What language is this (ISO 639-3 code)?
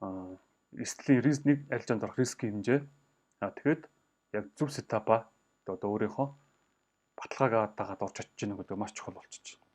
mon